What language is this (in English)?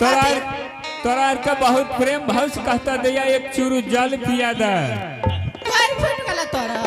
Angika